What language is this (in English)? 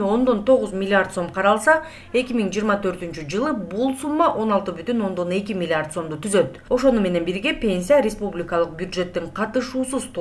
Kyrgyz